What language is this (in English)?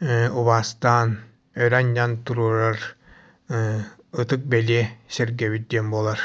Yakut